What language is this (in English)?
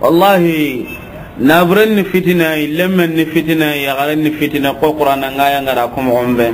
Soninke